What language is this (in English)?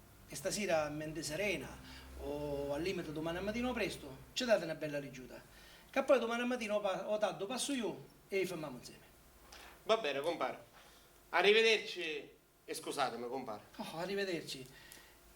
Sicilian